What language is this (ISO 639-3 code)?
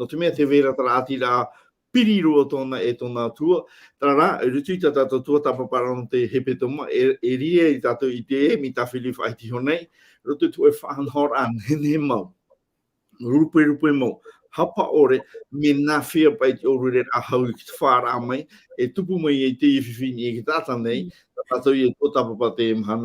tah